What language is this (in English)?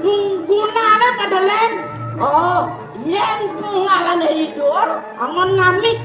Balinese